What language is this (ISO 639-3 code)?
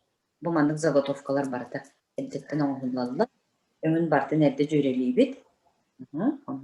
sah